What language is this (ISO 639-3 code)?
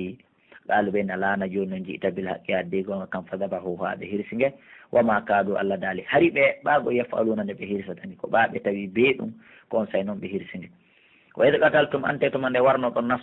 fuf